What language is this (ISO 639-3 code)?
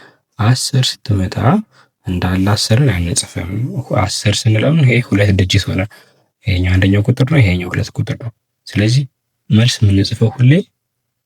amh